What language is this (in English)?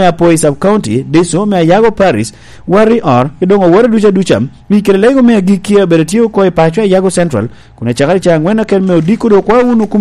Lango (Uganda)